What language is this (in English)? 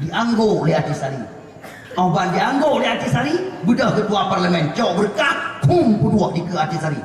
Achinese